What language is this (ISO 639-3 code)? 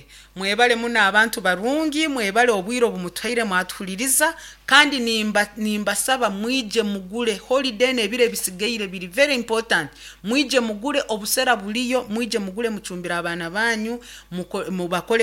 nyn